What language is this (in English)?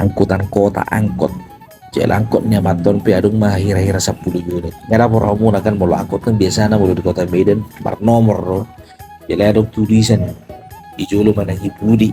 Batak Toba